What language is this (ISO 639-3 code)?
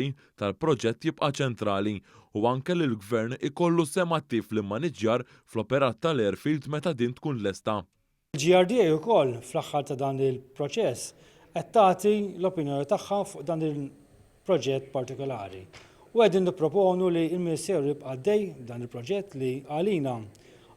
mlt